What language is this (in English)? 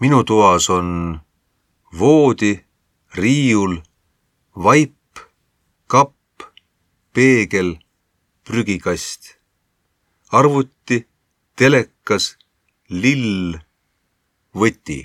Estonian